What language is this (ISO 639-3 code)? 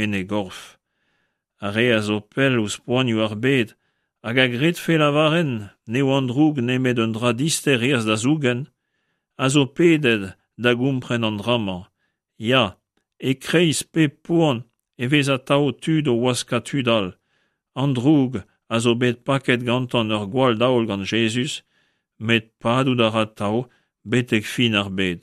bre